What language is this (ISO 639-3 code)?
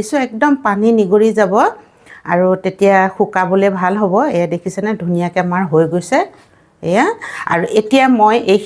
asm